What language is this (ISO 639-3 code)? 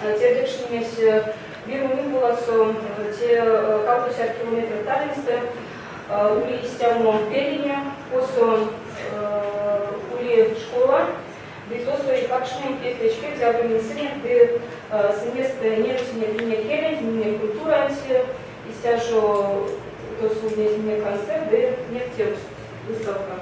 myv